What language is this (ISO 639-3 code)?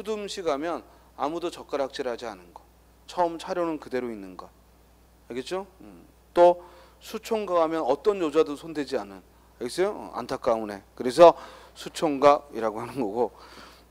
kor